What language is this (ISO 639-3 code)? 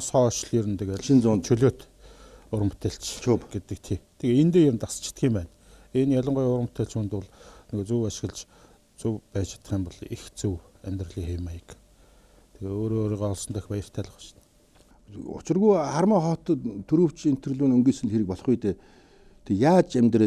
mon